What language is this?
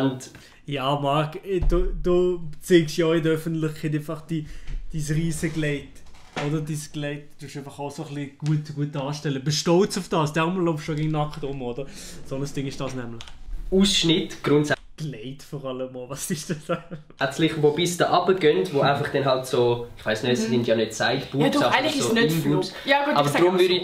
Swiss German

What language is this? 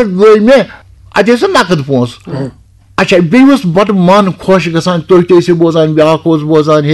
Kashmiri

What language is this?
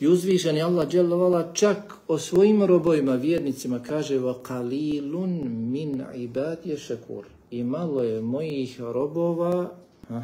Bosnian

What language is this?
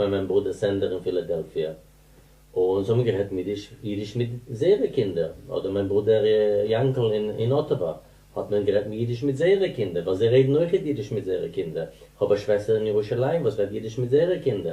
Yiddish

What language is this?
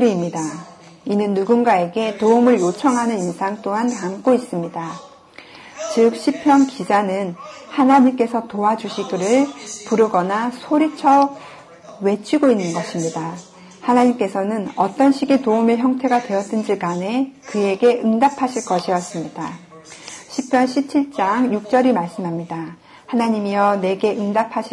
Korean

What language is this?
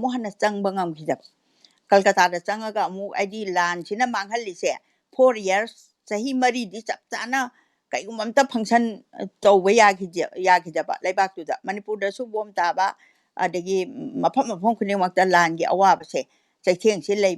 Manipuri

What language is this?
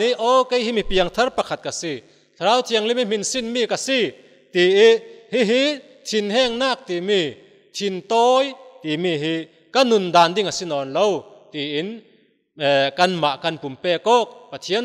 Falam Chin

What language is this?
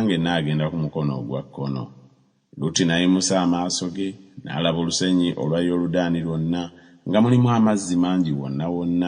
Ganda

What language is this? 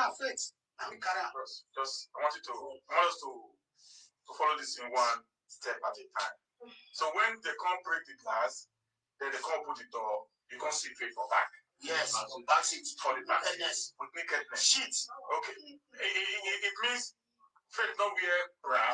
Nigerian Pidgin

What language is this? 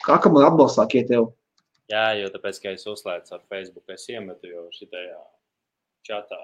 Latvian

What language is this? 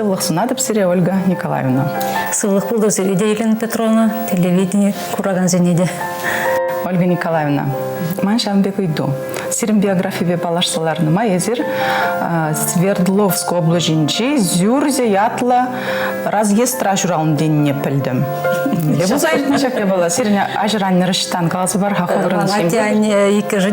Chuvash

